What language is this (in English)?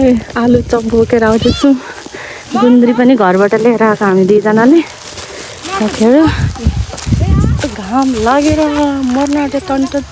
Nepali